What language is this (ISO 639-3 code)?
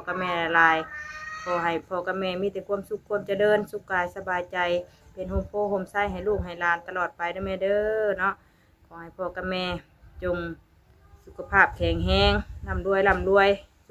tts